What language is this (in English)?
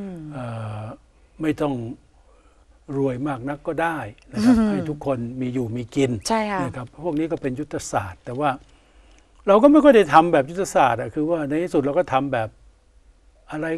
Thai